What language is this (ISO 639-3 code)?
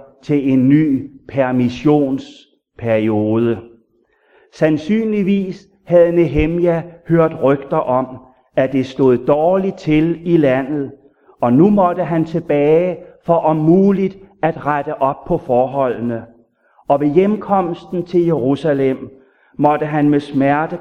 dan